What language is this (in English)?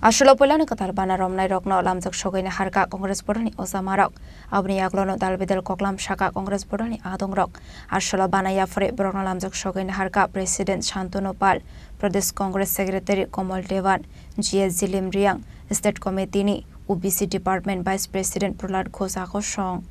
Kok Borok